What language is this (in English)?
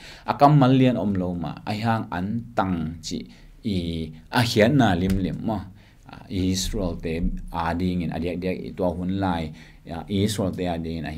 Tedim Chin